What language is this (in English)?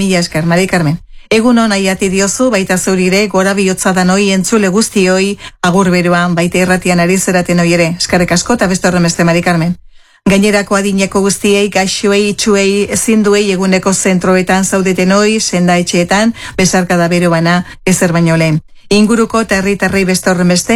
Basque